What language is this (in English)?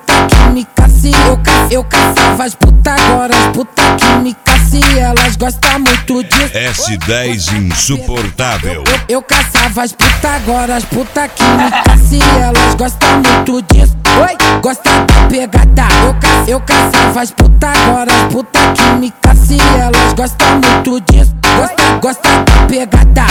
Portuguese